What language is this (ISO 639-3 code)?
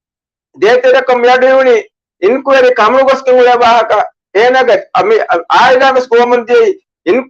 div